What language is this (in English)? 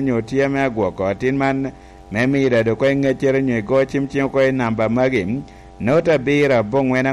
Lango (Uganda)